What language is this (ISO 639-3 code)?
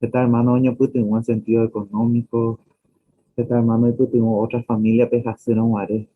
grn